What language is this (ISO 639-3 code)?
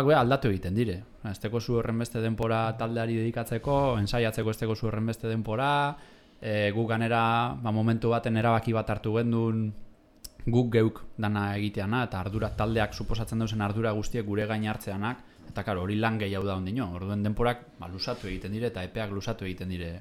eus